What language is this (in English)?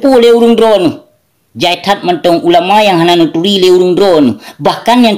Achinese